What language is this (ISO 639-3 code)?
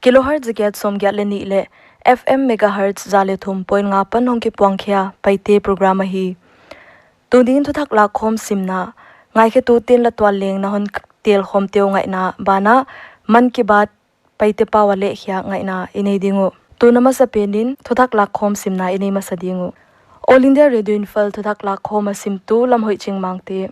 pck